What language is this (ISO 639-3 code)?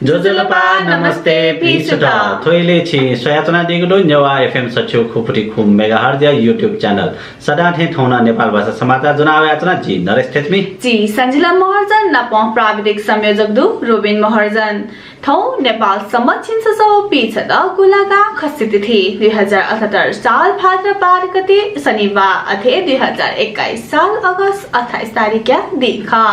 new